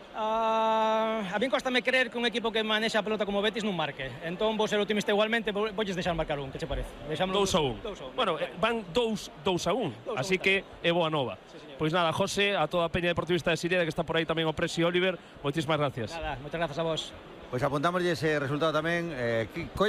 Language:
Galician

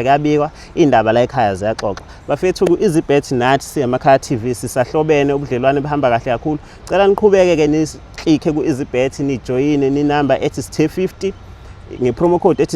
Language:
Zulu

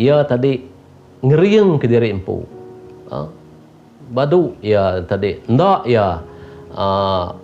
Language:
Iban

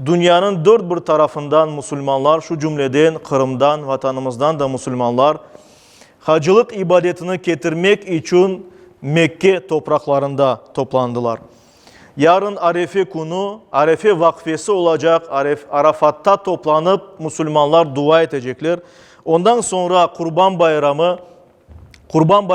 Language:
Crimean Tatar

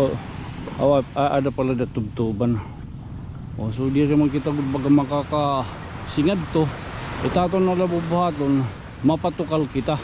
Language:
Waray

